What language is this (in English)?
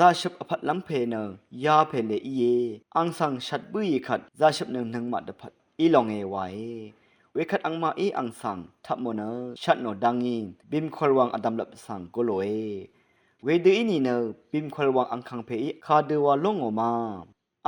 Rawang